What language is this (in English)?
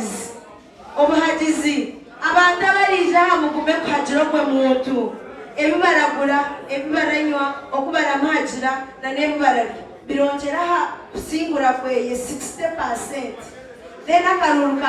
Nyankole